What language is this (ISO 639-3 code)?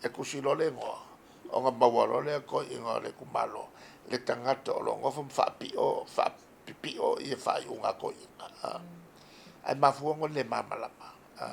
smo